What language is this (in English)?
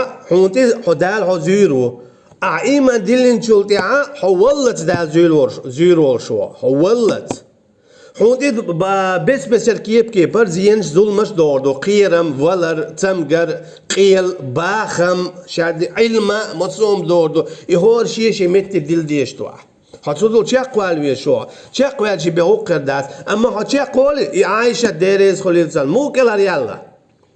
Chechen